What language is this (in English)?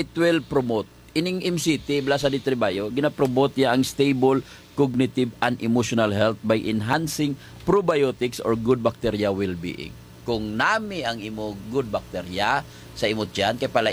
Hiligaynon